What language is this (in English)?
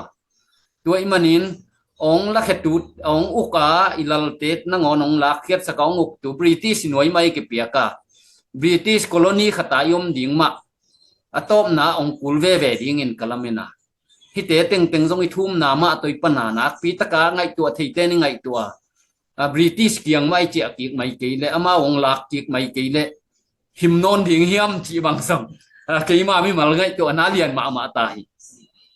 Tedim Chin